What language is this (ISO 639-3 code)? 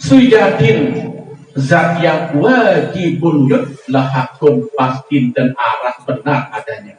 sas